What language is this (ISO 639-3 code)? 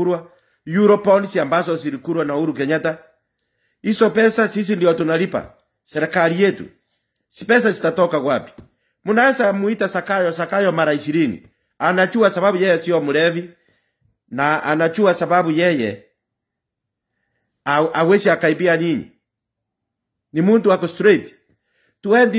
swa